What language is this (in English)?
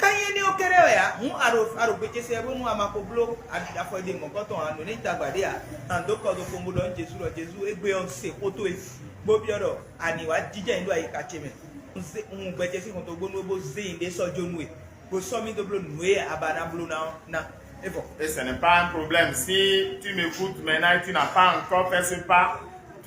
Fon